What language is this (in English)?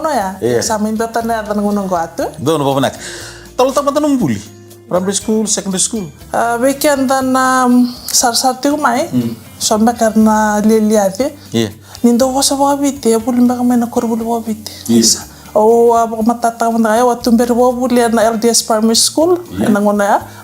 Fijian